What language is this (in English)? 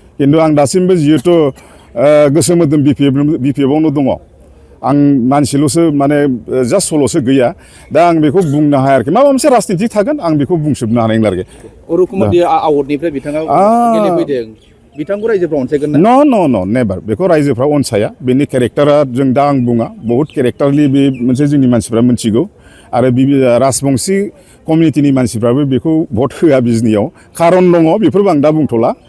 Bodo